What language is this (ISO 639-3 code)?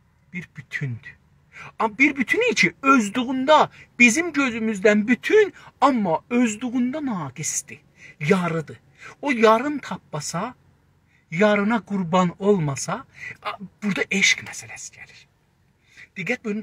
azb